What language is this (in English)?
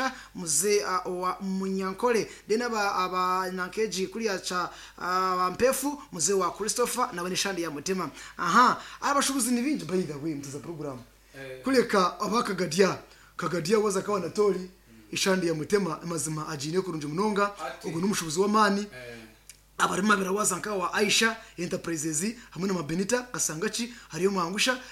Nyankole